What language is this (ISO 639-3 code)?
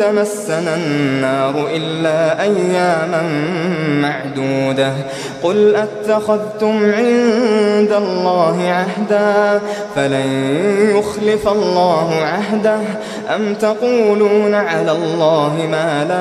ara